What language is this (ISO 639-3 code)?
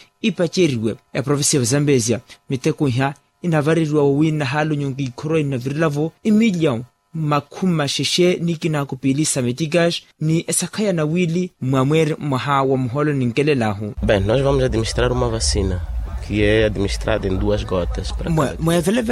vmw